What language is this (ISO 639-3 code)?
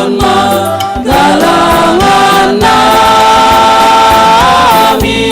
bts